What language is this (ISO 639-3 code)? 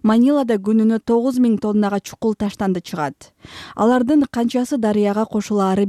kir